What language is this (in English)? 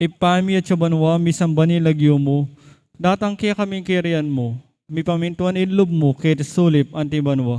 Pampanga